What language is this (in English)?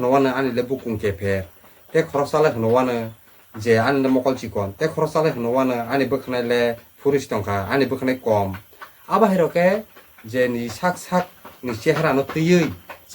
Kok Borok